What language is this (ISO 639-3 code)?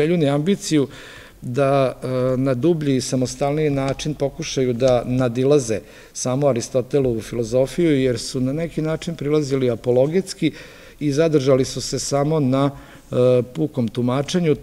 srp